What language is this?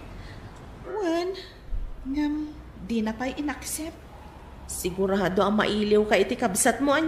Iloko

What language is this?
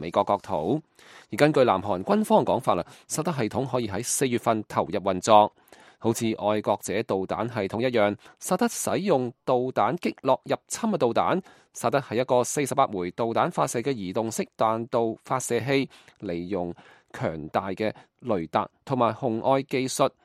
Cantonese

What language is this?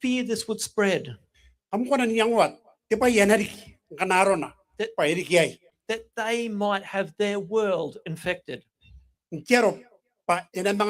Gilbertese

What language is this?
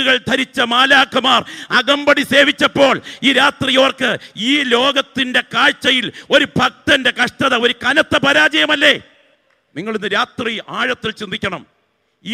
Malayalam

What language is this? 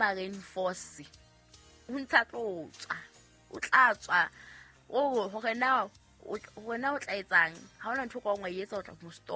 Southern Sotho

